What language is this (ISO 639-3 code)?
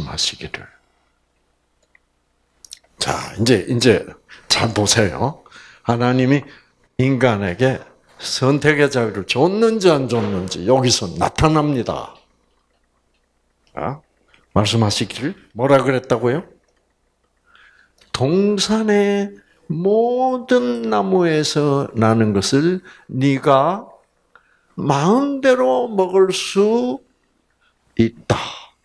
kor